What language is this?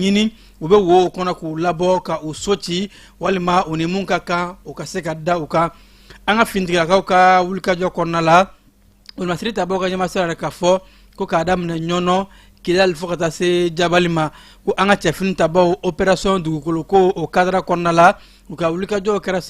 Bambara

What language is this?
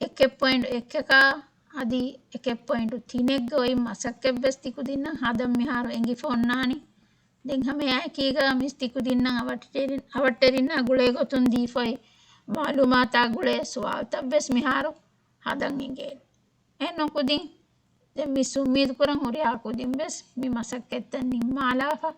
Divehi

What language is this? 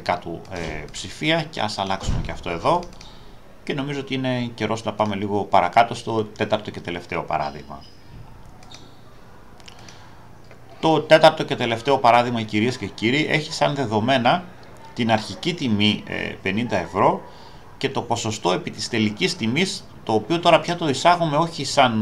Greek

